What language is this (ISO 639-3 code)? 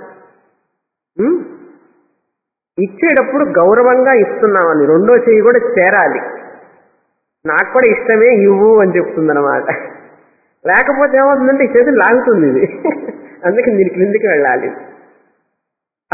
tel